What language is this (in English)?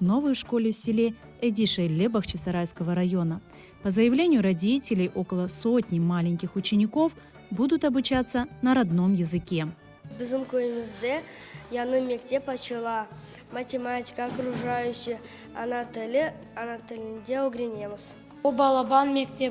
Crimean Tatar